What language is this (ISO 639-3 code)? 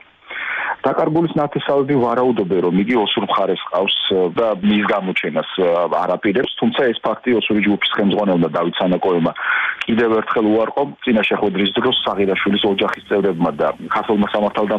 kat